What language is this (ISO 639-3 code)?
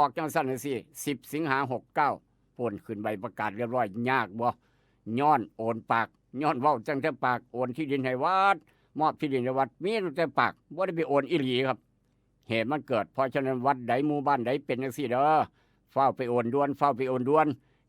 tts